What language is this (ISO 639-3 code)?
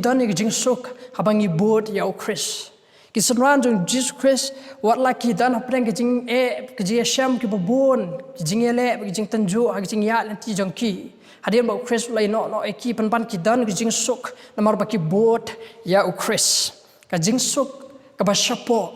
kha